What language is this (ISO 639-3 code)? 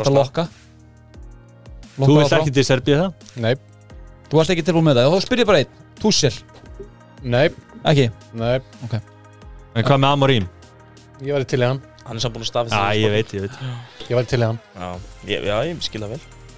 isl